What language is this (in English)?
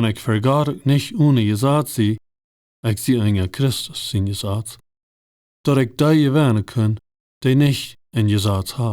Plautdietsch